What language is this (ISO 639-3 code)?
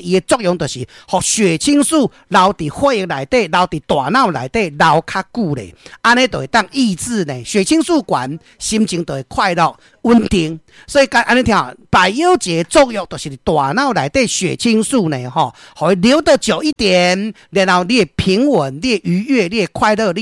nan